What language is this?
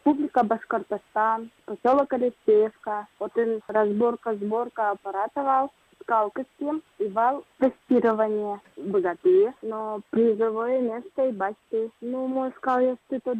Udmurt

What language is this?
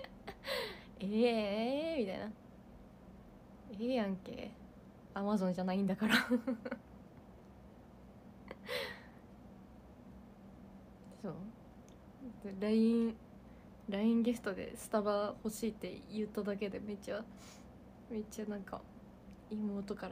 Japanese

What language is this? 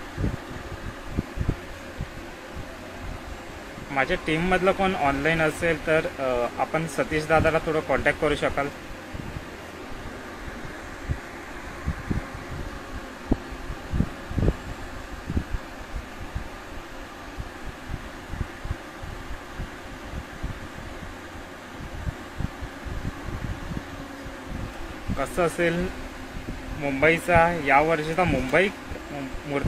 Marathi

